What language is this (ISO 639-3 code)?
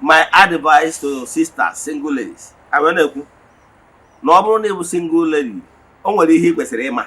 ibo